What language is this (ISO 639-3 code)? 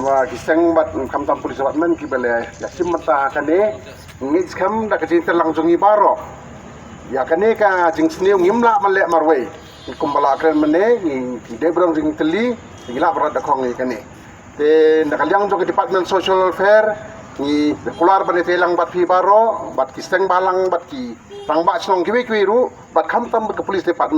kha